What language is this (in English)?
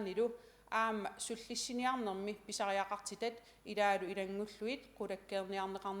Kalaallisut